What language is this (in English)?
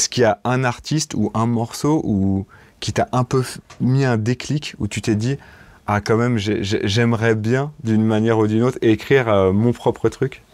French